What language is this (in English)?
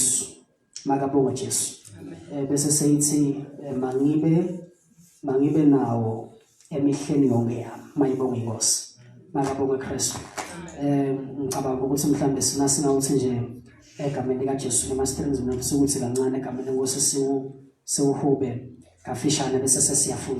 Zulu